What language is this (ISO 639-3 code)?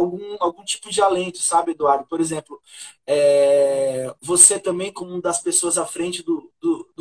por